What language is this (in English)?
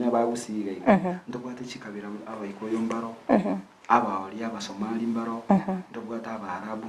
Gusii